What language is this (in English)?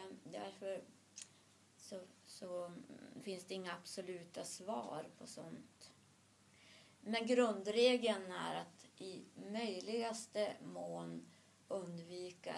Swedish